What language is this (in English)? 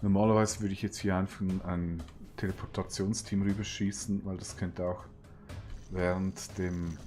Swiss German